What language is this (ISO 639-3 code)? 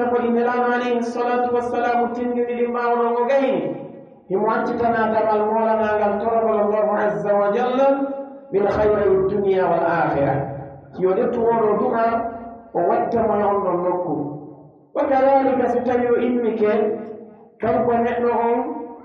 fuf